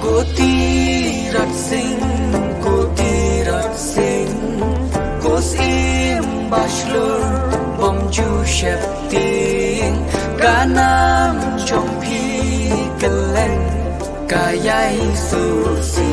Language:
Khasi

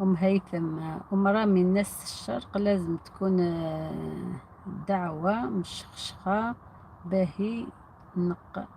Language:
Algerian Arabic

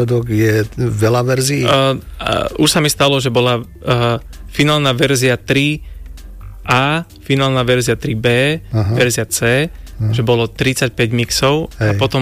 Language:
Slovak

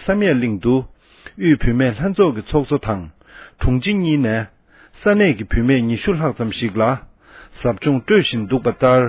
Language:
Tibetan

